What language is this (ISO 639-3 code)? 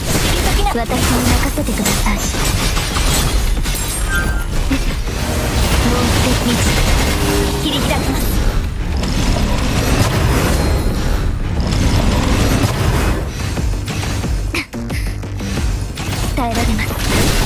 jpn